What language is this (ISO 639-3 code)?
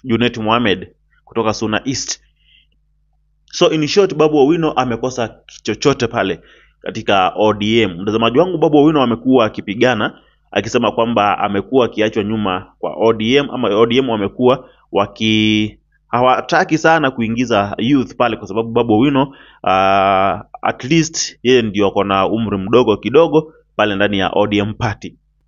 swa